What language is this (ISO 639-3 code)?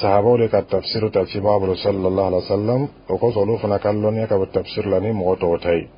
bam